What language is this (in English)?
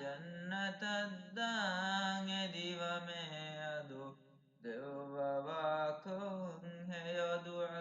Divehi